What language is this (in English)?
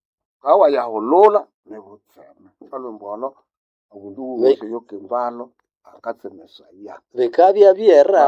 Nande